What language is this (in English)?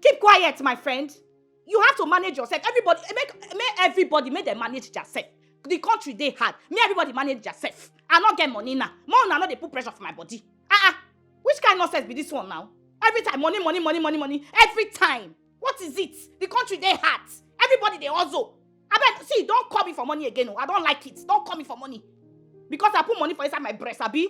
Nigerian Pidgin